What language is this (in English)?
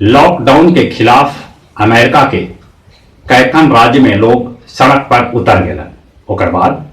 Magahi